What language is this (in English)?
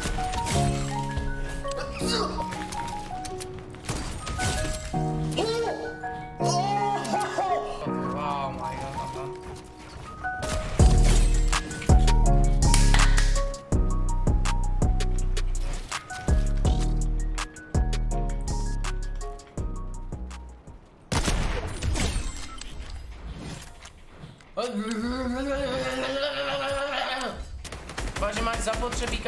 Czech